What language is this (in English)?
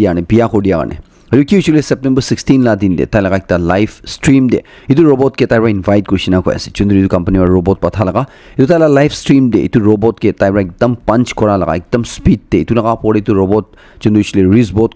Naga Pidgin